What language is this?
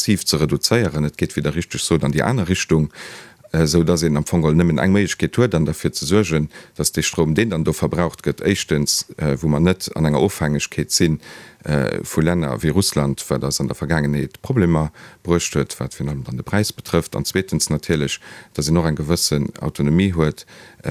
Luxembourgish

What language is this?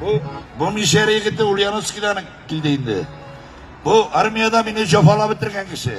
Crimean Tatar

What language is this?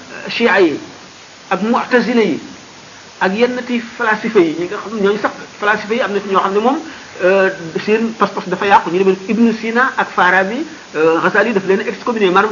Wolof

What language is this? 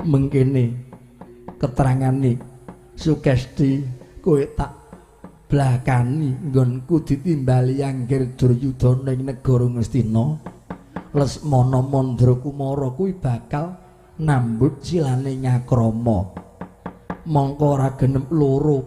Javanese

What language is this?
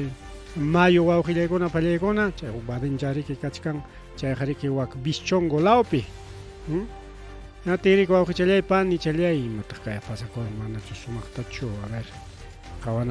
Ayacucho Quechua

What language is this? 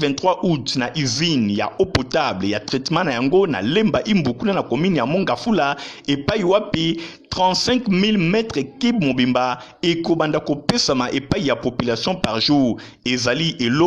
Lingala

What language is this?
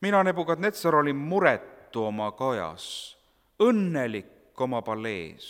Estonian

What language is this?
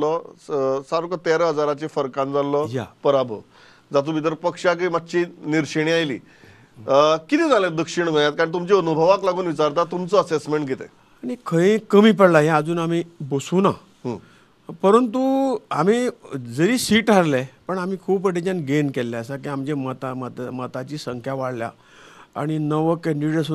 Konkani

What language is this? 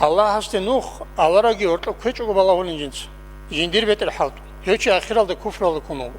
Avaric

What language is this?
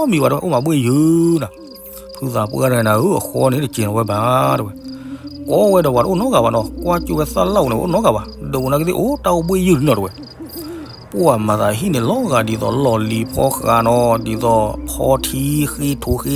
S'gaw Karen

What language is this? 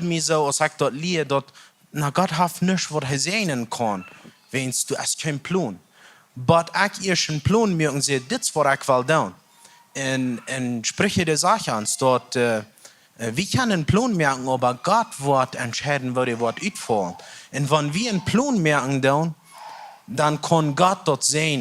Plautdietsch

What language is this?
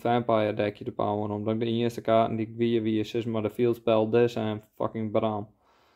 Western Frisian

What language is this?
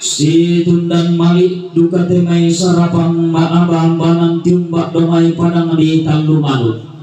Toraja-Sa'dan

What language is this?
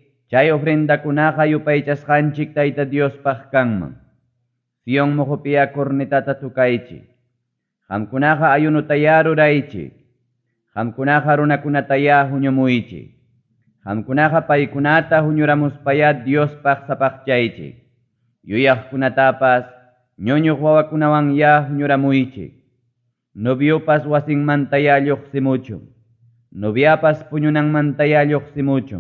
Ayacucho Quechua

